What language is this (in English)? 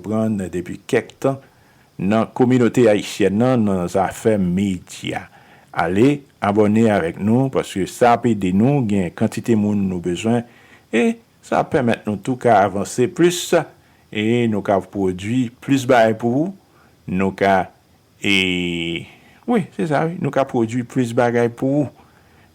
Haitian Creole